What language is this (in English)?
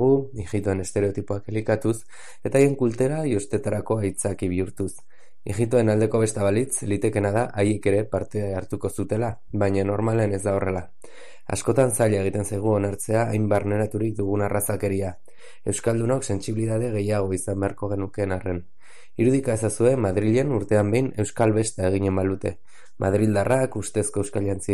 Basque